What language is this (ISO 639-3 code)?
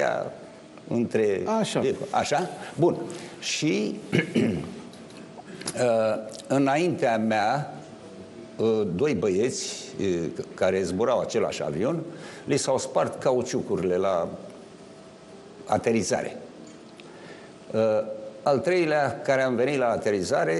ron